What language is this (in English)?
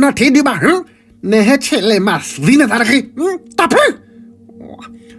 S'gaw Karen